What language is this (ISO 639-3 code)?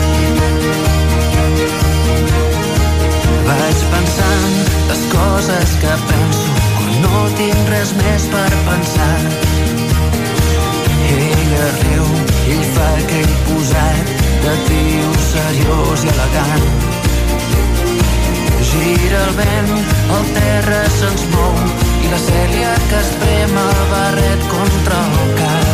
cat